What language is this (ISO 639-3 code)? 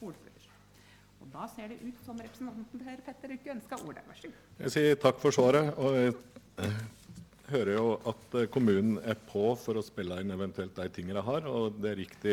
nor